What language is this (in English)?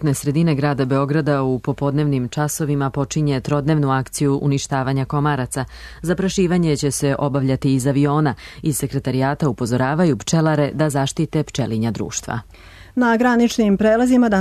Serbian